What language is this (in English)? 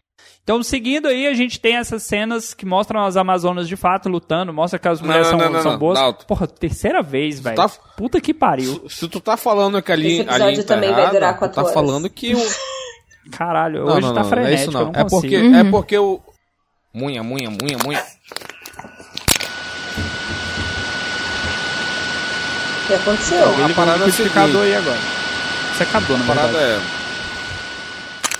Portuguese